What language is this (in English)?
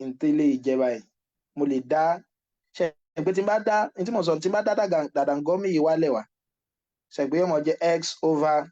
Yoruba